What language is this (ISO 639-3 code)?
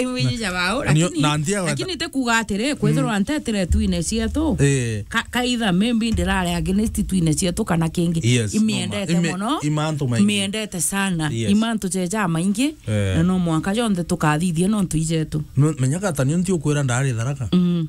mer